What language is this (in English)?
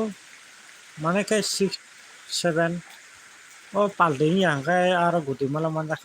Kok Borok